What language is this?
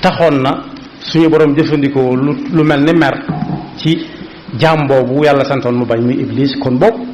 Wolof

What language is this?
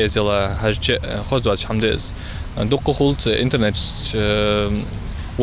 Ingush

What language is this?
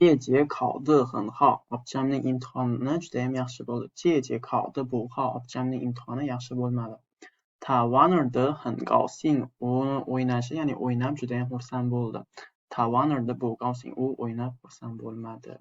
Uzbek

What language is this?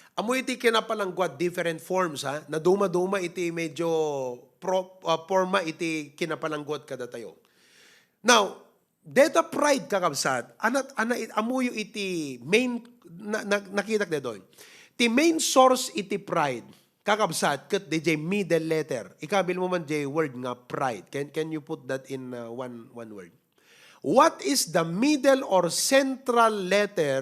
Iloko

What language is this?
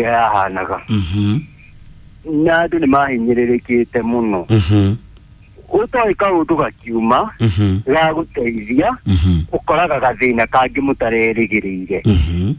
Kikuyu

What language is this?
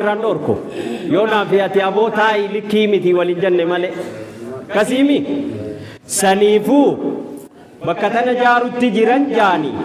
Oromo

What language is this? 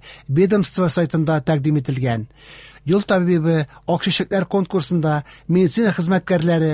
Tatar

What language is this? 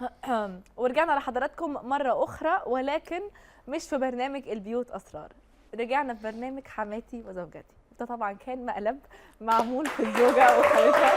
Egyptian Arabic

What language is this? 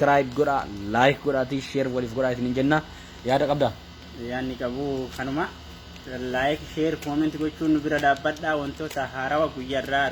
Oromo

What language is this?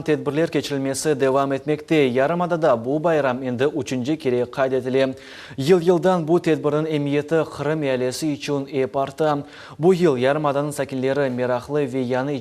Crimean Tatar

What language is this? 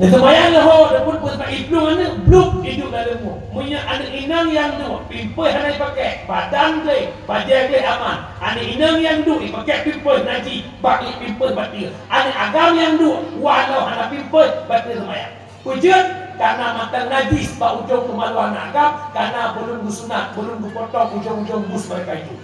Achinese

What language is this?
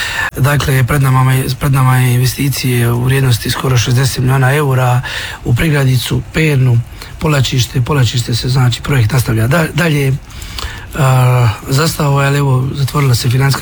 Croatian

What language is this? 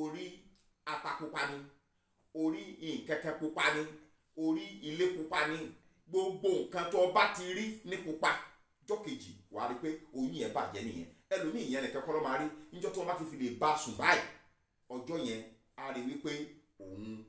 Yoruba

